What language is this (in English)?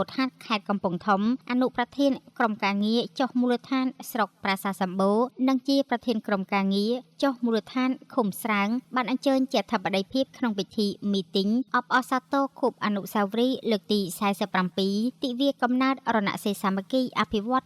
Khmer